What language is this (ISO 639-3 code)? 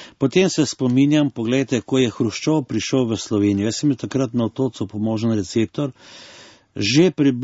slv